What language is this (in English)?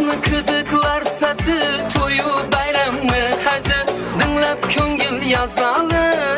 Kara-Kalpak